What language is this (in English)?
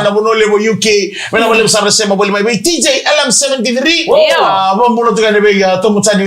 Fijian